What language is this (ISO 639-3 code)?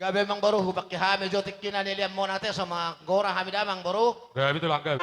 bbc